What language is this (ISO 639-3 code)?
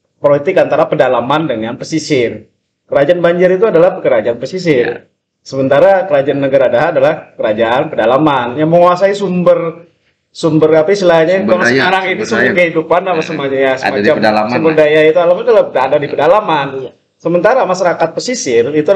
ind